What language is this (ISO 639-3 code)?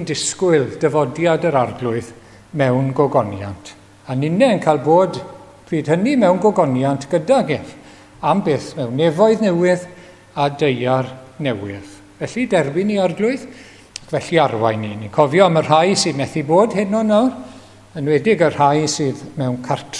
cym